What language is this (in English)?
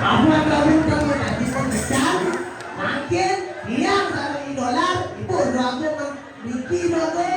Balinese